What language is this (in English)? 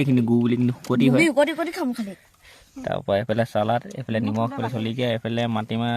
Assamese